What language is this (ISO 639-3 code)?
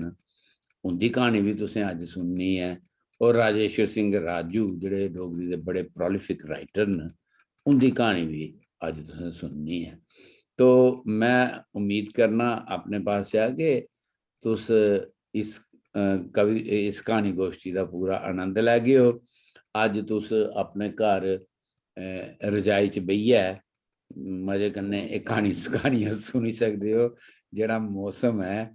doi